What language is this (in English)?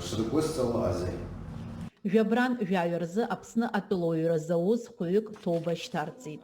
Abkhazian